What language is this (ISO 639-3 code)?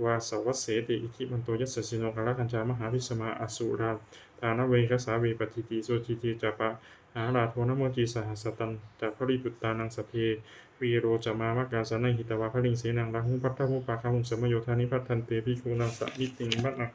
pli